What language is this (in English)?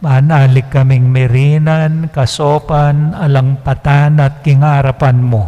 Pampanga